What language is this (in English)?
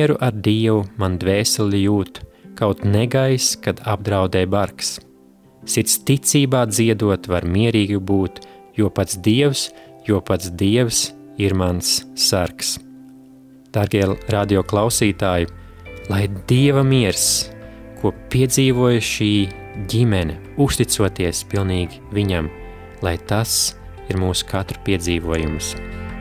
Latvian